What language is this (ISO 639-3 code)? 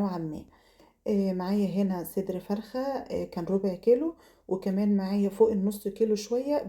arz